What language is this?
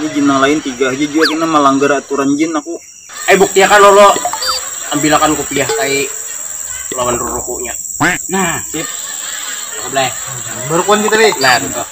Banjar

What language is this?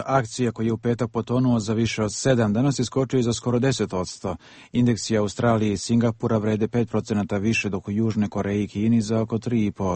Serbian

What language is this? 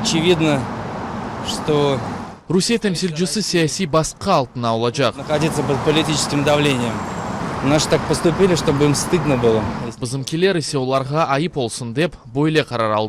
Crimean Tatar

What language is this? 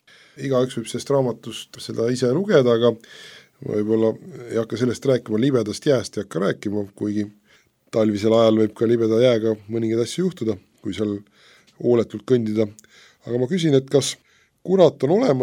Estonian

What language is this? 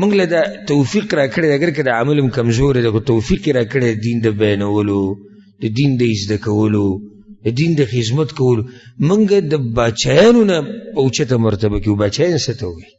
Pashto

